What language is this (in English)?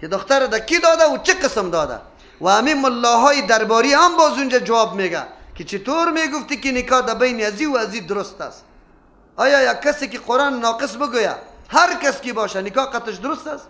Persian